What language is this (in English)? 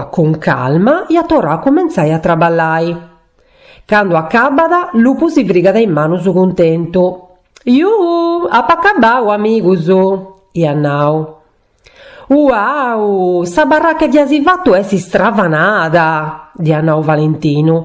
Sardinian